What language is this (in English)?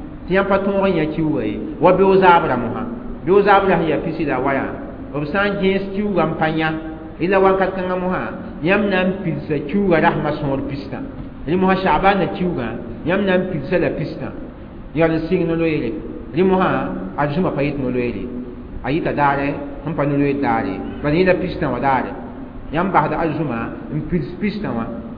Mossi